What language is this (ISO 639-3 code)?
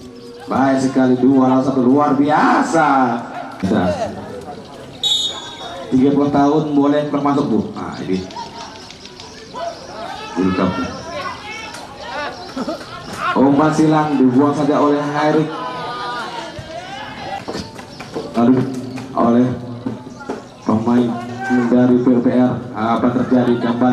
ind